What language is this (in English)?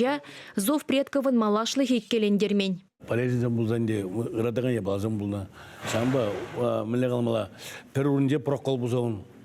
Chuvash